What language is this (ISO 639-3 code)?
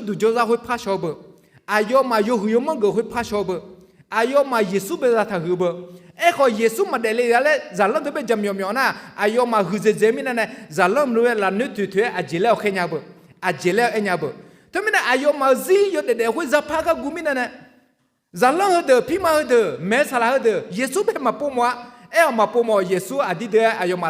ahk